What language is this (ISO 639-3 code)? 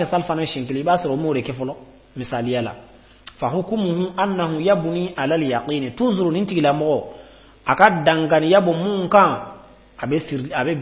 bam